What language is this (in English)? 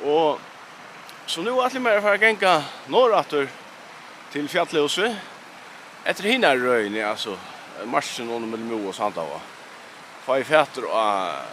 Faroese